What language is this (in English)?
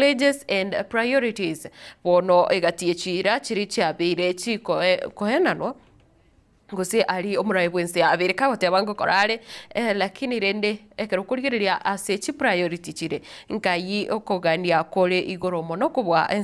Gusii